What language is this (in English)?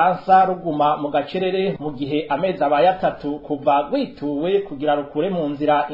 Rundi